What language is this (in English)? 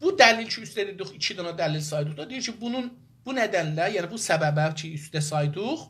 South Azerbaijani